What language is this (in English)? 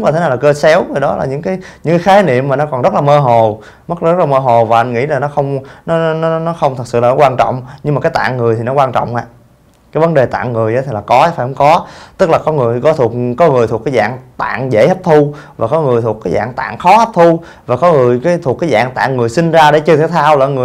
Vietnamese